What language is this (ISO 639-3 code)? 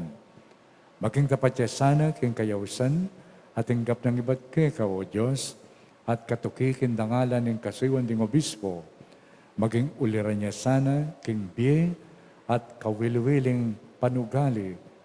pam